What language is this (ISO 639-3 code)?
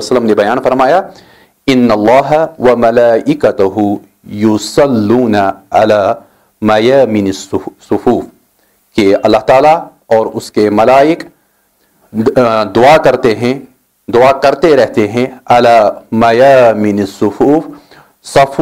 urd